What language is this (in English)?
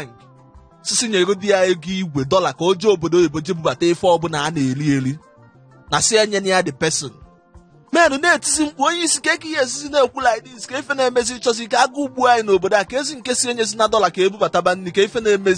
Igbo